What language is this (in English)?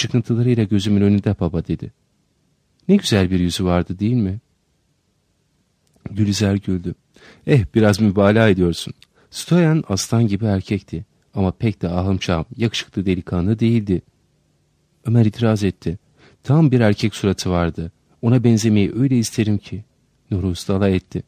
Turkish